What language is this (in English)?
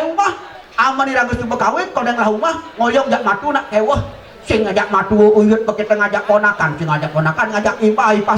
Balinese